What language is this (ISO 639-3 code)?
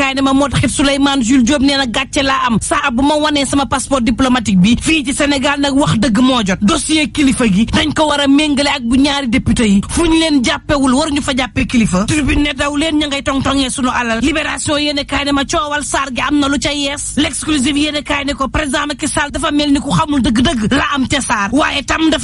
wol